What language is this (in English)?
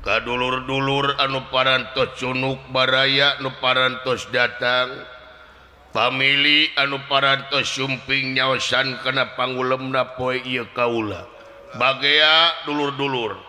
Sundanese